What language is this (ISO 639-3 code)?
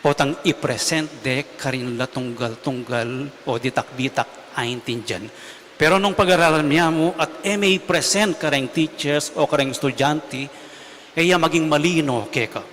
pam